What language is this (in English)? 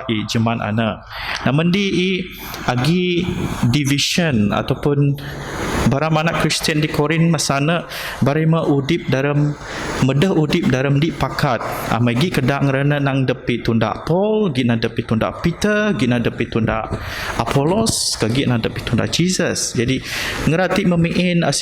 Biatah Bidayuh